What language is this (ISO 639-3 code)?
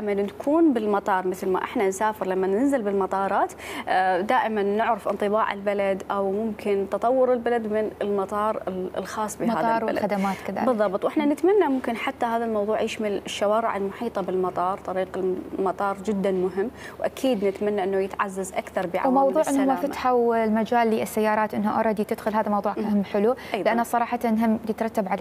acm